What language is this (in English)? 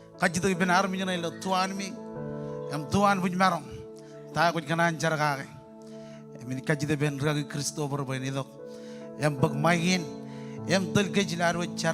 Marshallese